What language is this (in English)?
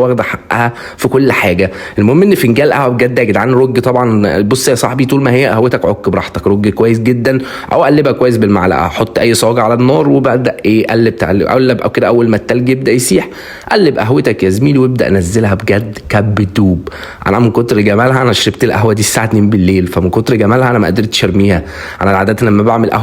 Egyptian Arabic